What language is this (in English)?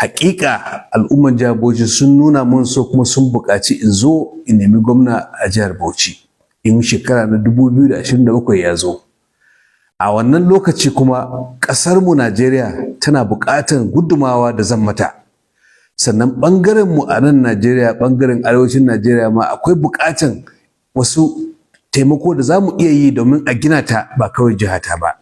Hausa